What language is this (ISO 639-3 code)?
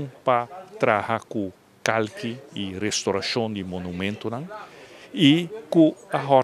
pap